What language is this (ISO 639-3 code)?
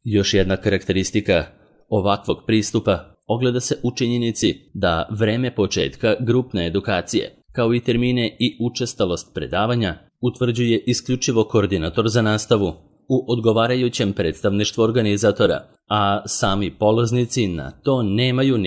srp